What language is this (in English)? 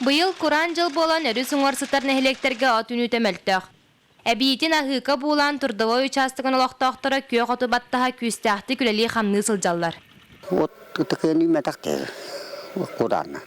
Yakut